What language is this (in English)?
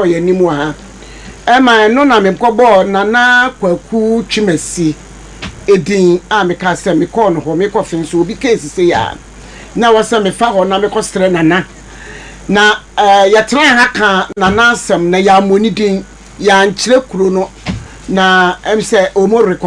Akan